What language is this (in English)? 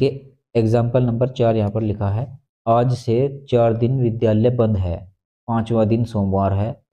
Hindi